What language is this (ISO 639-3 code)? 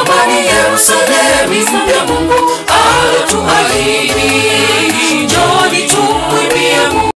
guz